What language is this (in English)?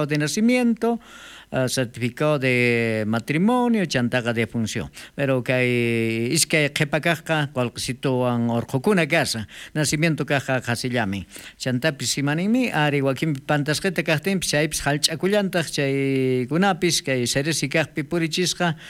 South Bolivian Quechua